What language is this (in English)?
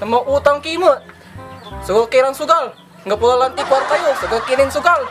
Pangasinan